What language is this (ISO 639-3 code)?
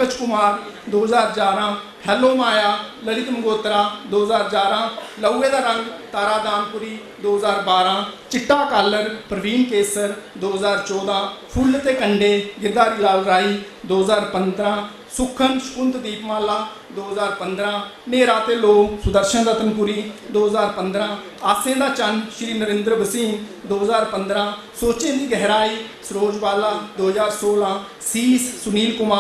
doi